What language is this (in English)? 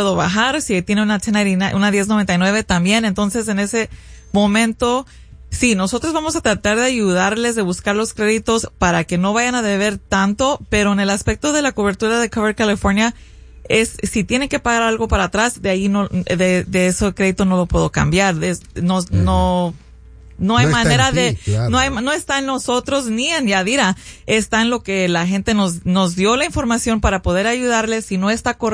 Spanish